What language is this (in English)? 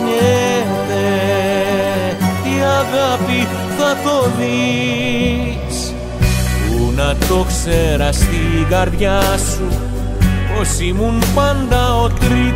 Greek